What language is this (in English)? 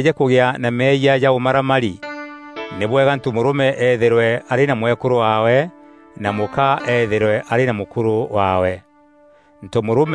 Meru